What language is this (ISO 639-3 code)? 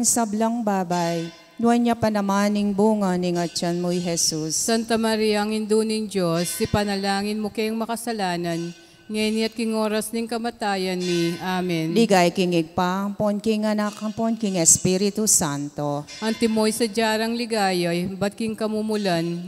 pam